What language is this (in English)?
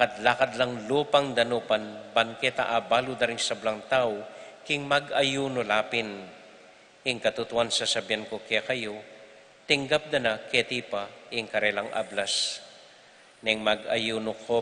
Pampanga